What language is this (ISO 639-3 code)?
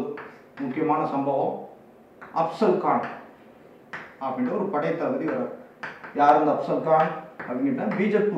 tam